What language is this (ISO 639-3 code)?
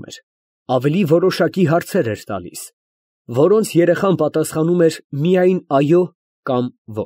hye